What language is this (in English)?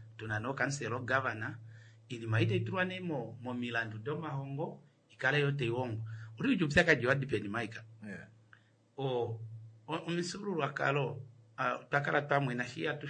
Kuanyama